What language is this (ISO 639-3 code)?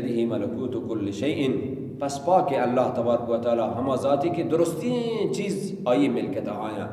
bal